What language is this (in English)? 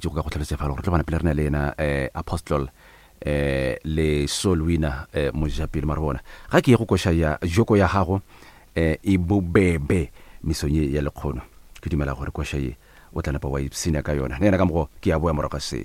Northern Sotho